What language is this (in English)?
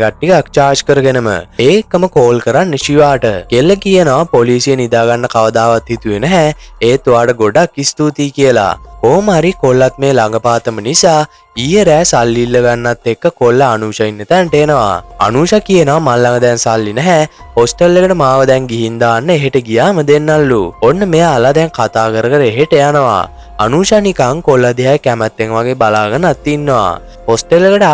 Sinhala